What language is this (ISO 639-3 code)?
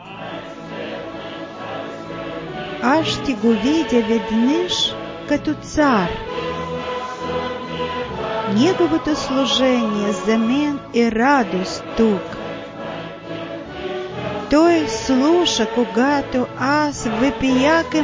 bul